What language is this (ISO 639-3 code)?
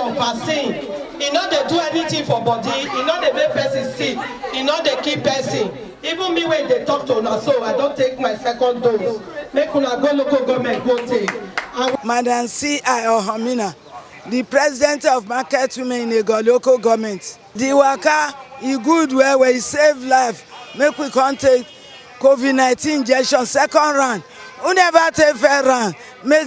pcm